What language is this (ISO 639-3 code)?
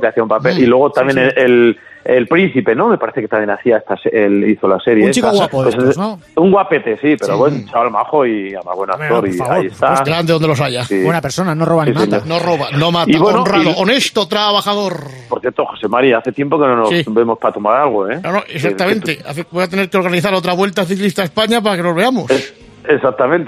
spa